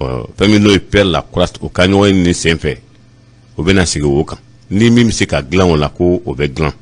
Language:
Bambara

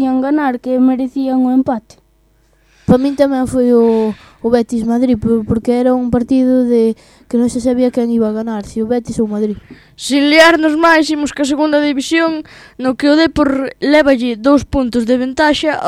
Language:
Galician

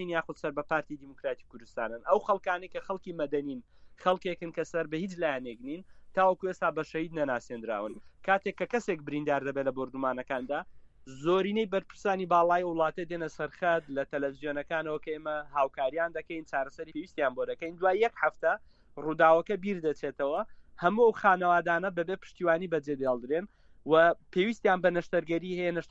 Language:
Central Kurdish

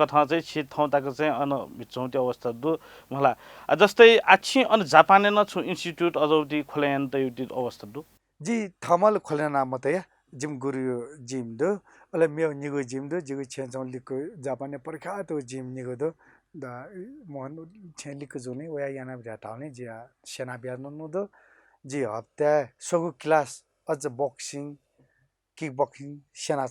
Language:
Newari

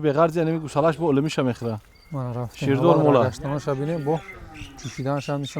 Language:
Tajik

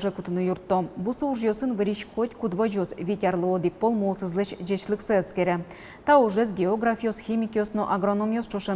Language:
Udmurt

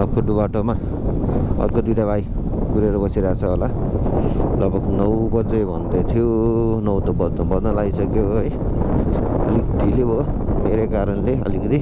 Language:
Nepali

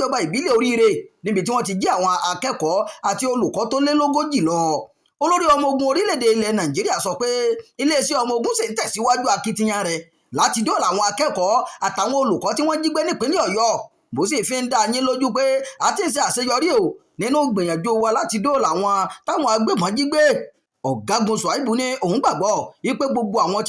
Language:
Yoruba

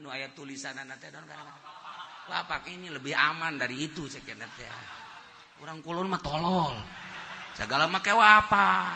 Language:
Sundanese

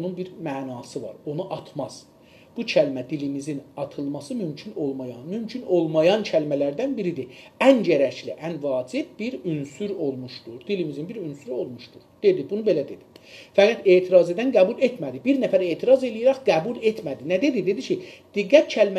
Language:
South Azerbaijani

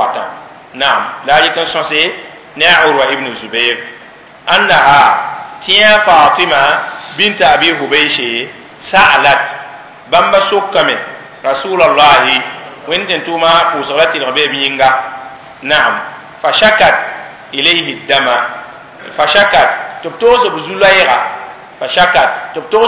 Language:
Mossi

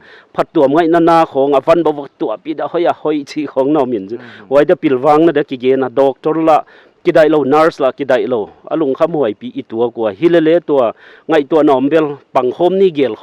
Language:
Paite Chin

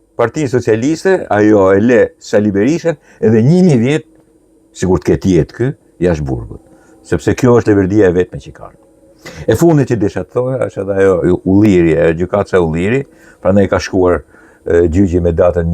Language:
Albanian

